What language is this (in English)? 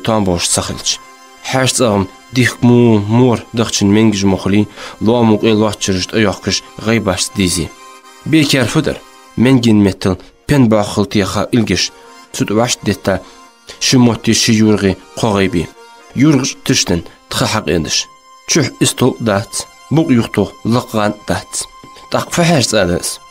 Ingush